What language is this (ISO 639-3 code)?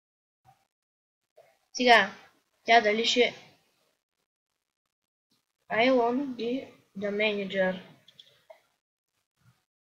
bul